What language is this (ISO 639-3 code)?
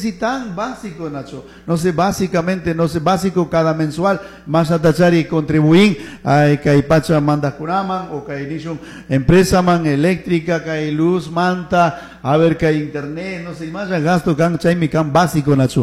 qug